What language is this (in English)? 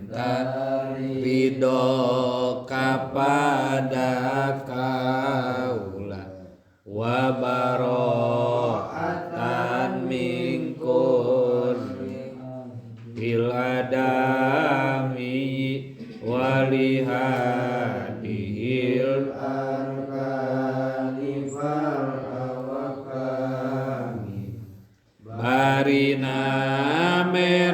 Sundanese